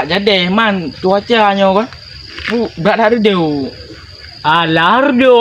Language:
Achinese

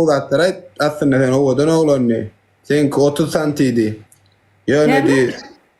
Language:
Turkmen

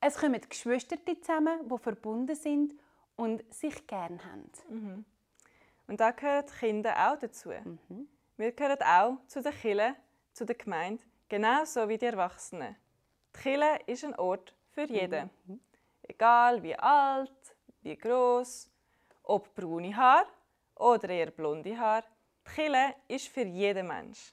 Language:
Swiss German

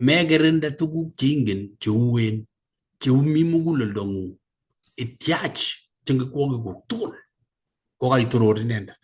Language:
Kalenjin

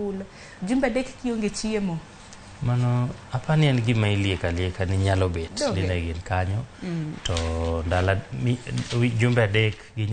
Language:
Luo (Kenya and Tanzania)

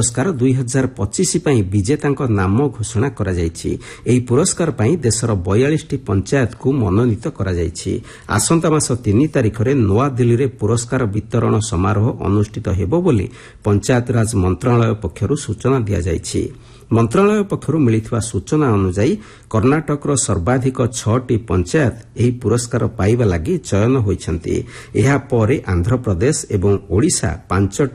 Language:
Odia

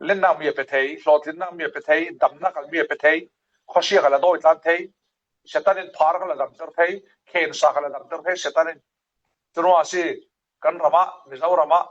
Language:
Falam Chin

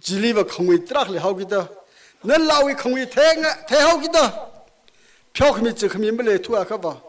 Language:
Tangkhul Naga (India)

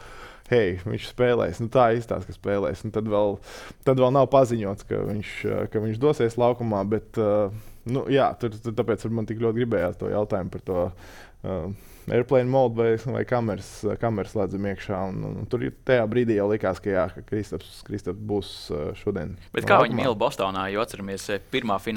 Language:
Latvian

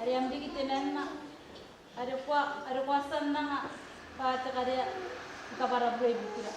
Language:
Gilbertese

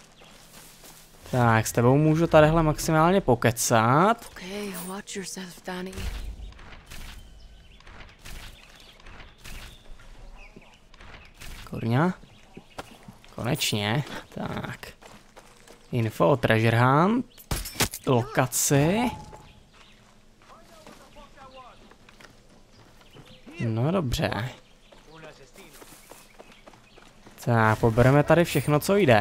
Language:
Czech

